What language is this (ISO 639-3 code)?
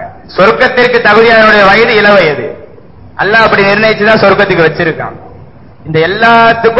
tam